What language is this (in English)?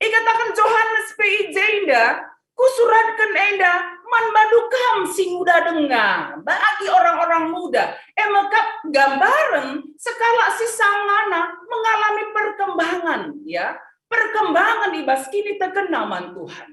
Batak Karo